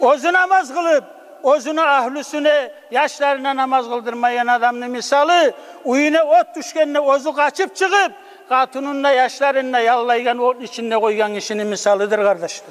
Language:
Kumyk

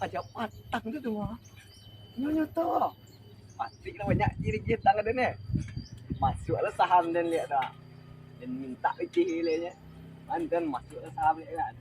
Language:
Minangkabau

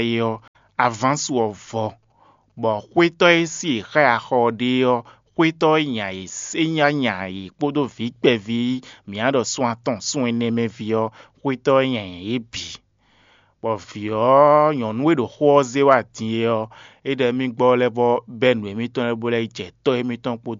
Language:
Fon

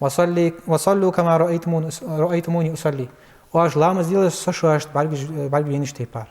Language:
Ingush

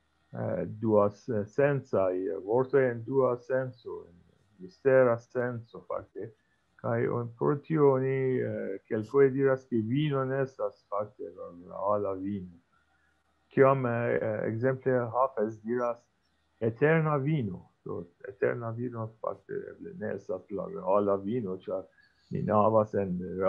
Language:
Esperanto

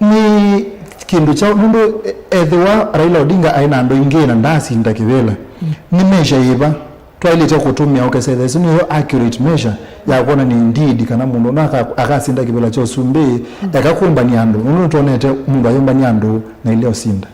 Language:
Kamba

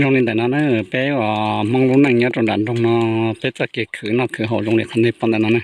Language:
Hmong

